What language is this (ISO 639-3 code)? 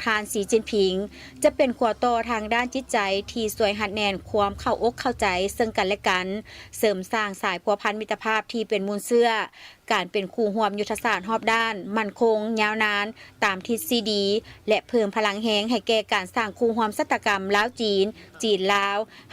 lao